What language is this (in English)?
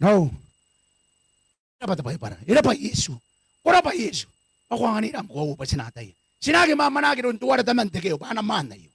Gilbertese